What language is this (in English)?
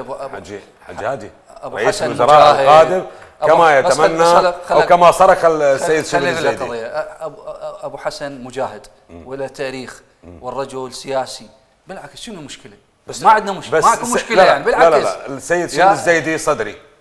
Mesopotamian Arabic